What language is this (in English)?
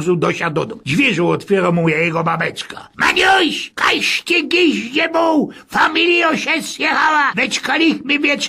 Silesian